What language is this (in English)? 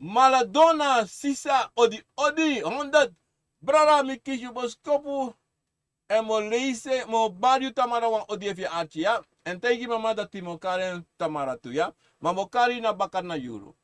Sranan Tongo